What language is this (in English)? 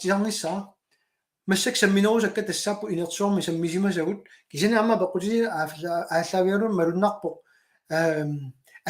Kalaallisut